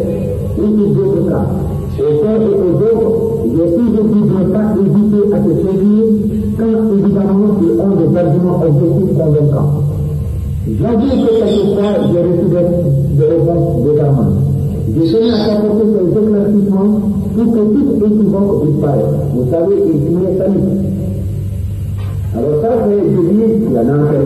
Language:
French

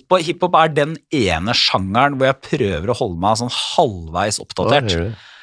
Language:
Norwegian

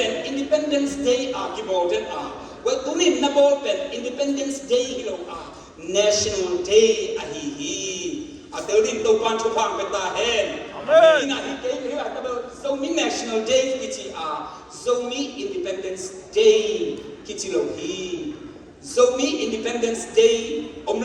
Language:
Tedim Chin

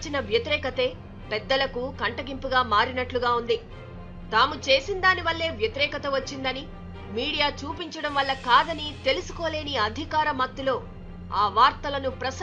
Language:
Telugu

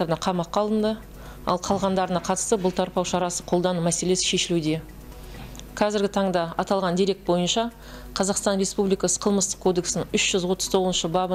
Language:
Kazakh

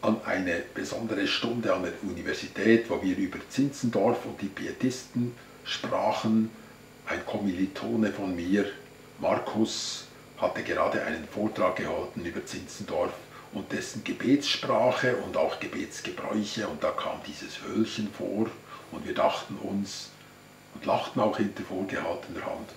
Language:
Swiss German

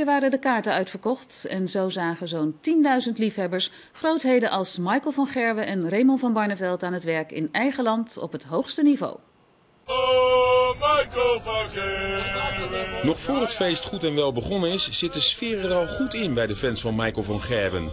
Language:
Dutch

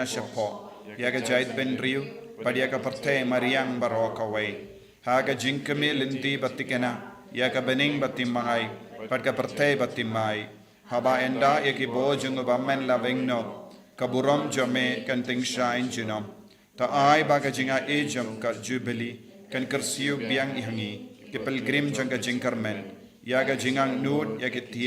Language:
Khasi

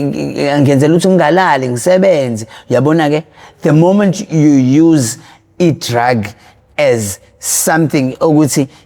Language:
Zulu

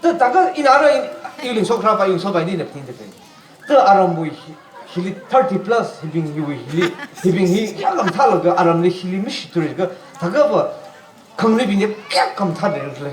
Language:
Tangkhul Naga (India)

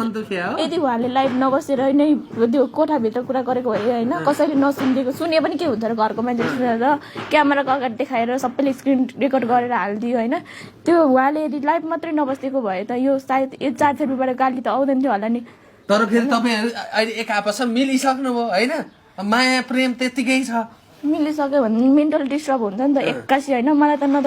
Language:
Nepali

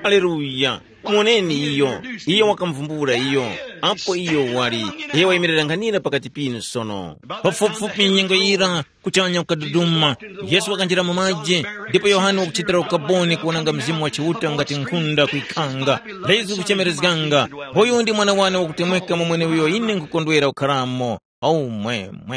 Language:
Tumbuka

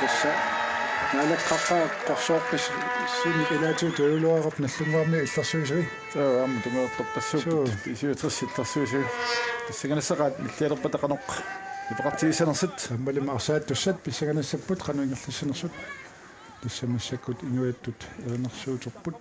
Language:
Kalaallisut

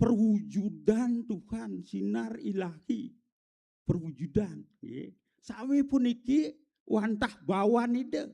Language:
Balinese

